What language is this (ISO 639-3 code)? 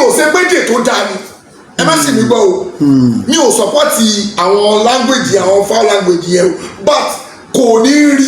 yor